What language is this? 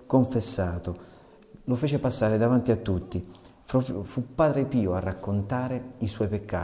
Italian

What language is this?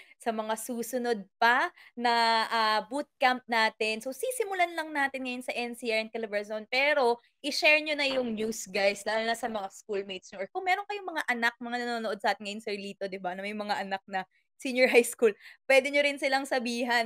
Filipino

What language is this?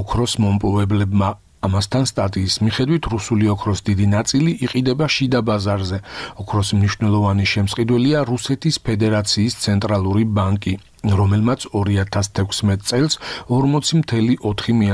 Georgian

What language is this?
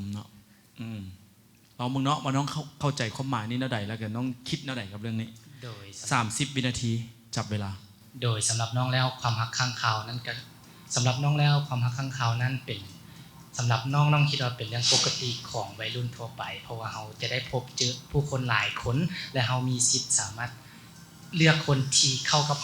Lao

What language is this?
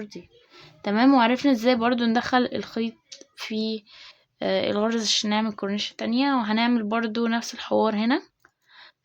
Egyptian Arabic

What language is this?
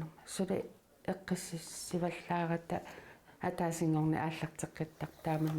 Kalaallisut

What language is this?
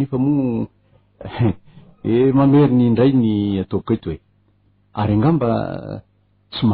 Malagasy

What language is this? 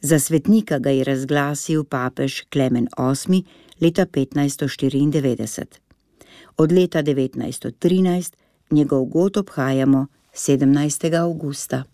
Slovenian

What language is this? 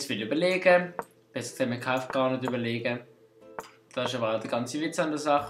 Swiss German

